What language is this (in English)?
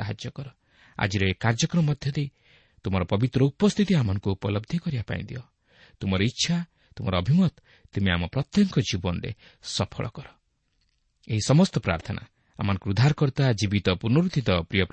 Odia